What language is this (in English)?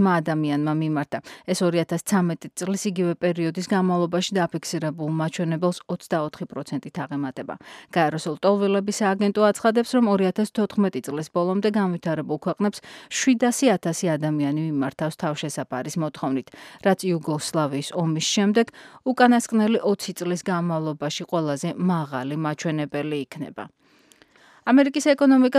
Georgian